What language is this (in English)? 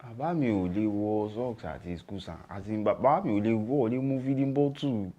Yoruba